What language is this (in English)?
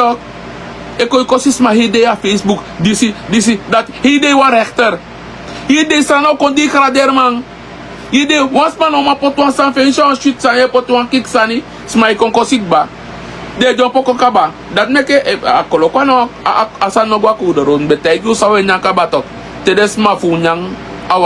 Sranan Tongo